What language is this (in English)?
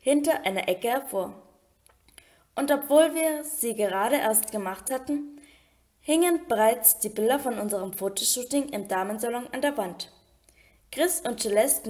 German